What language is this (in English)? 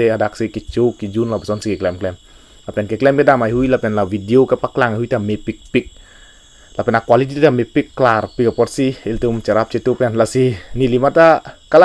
Karbi